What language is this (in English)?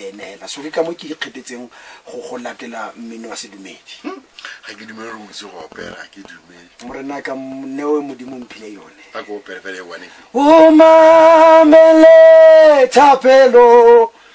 Tswana